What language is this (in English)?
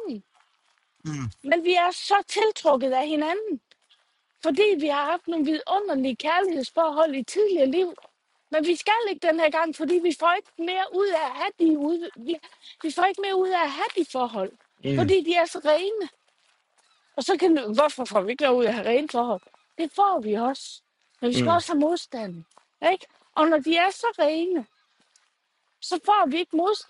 Danish